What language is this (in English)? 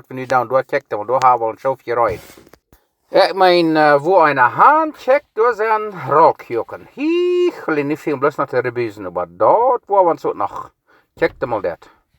Plautdietsch